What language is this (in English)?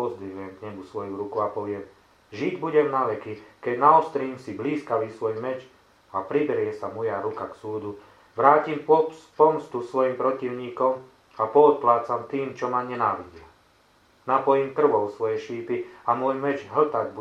Slovak